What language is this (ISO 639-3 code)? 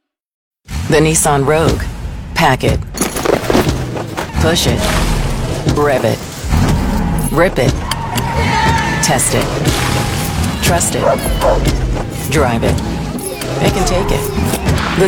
eng